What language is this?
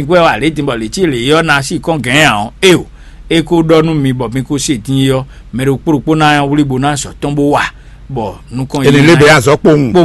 Fon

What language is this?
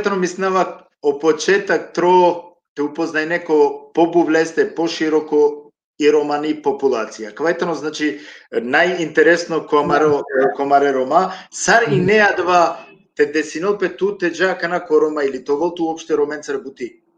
Balkan Romani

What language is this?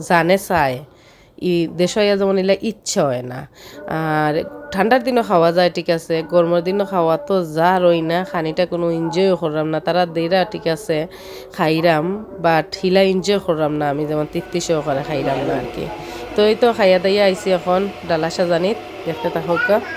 Sylheti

